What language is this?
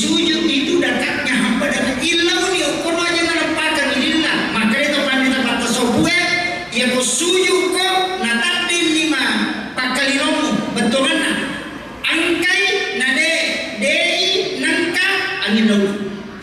Buginese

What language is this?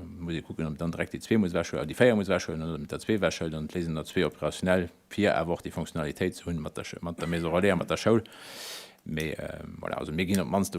Luxembourgish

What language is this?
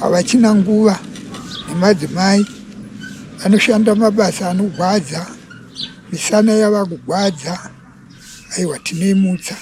Shona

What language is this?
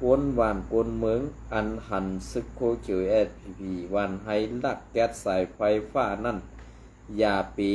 Shan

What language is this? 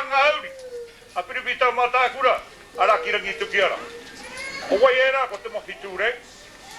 Māori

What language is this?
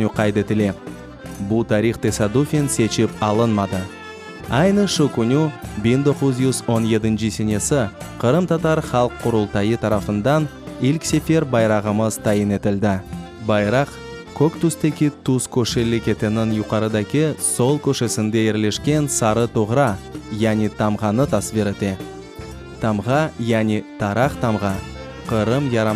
Crimean Tatar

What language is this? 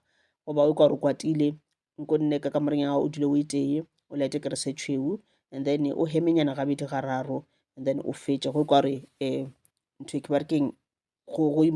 Northern Sotho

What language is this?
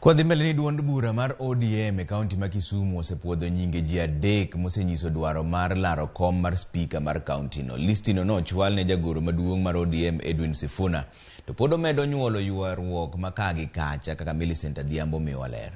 Luo (Kenya and Tanzania)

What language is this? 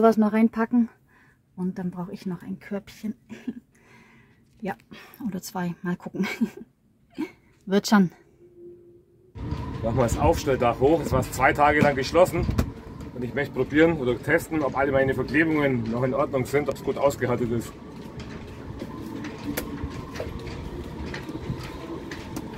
German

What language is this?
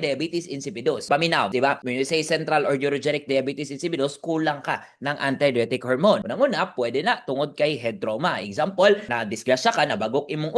Cebuano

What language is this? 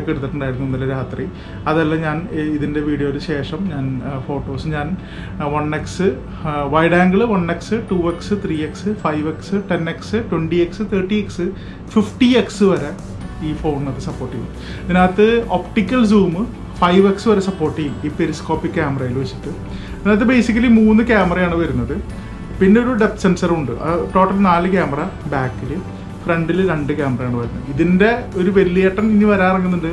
Malayalam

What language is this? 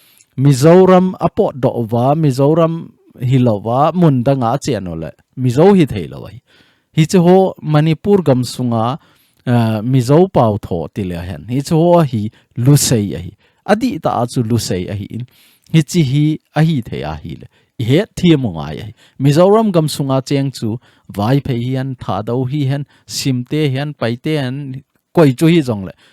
Thado Chin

